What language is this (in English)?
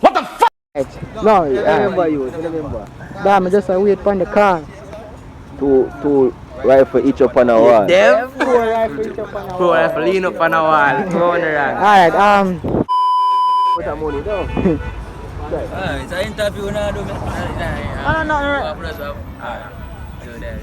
Jamaican Creole English